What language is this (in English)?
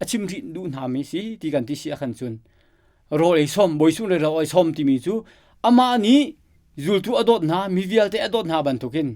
Hakha Chin